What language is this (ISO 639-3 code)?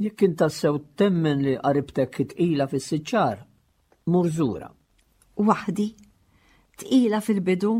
mlt